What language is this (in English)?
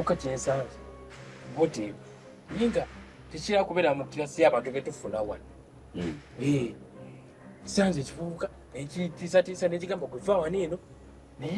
Ganda